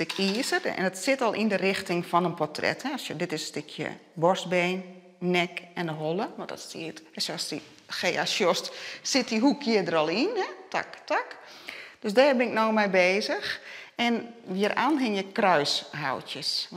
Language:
Western Frisian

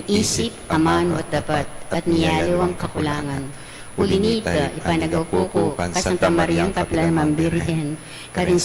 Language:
Pampanga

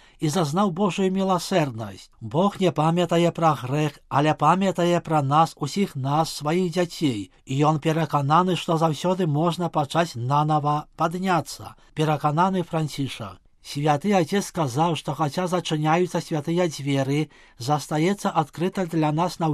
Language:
Belarusian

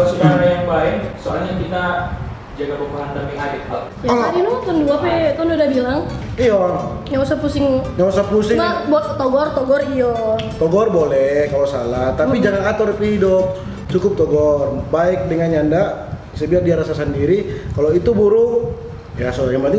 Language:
Manado Malay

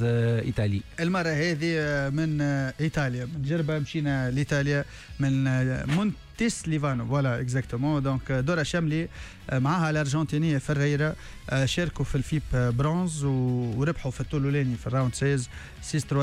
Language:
Tunisian Arabic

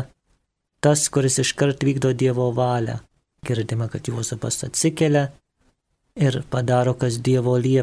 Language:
Lithuanian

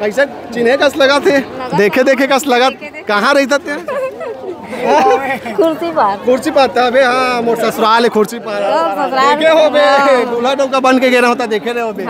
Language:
Chhattisgarhi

